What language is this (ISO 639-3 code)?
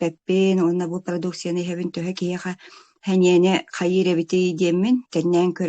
sah